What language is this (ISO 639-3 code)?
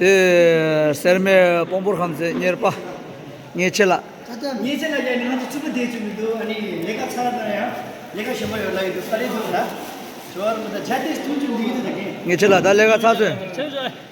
bod